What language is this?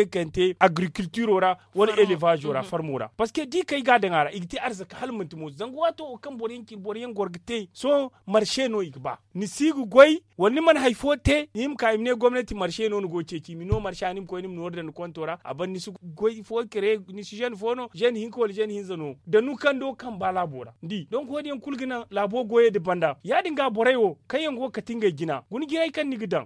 Zarma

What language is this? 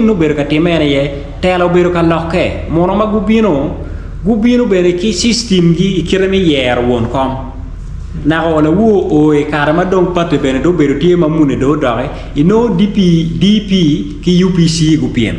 Acoli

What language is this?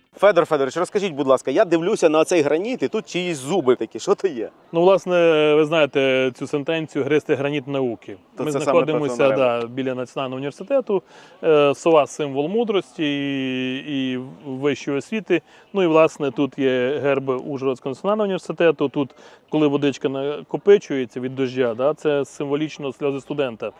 Ukrainian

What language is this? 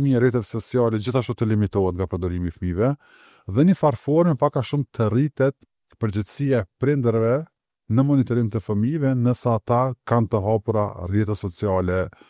Albanian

